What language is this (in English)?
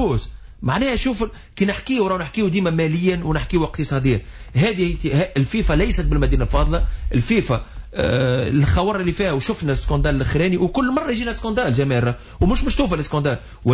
Tunisian Arabic